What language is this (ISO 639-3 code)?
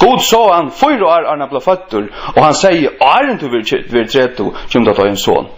fao